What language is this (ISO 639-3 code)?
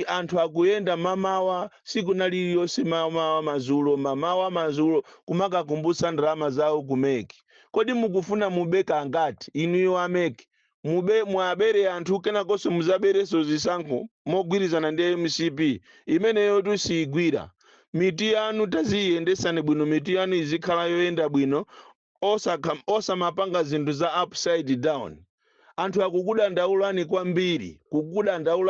nya